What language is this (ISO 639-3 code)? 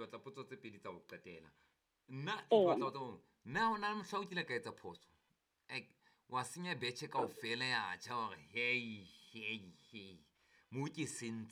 sot